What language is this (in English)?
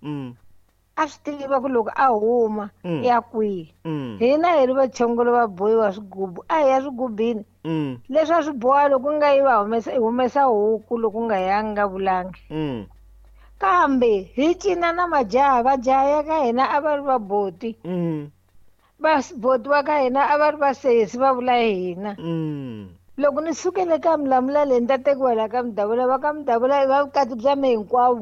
Tsonga